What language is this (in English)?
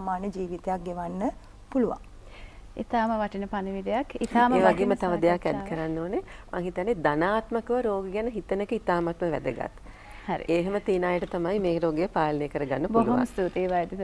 Sinhala